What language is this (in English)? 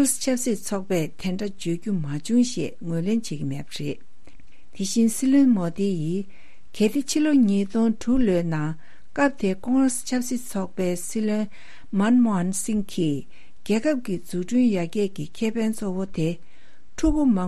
Tibetan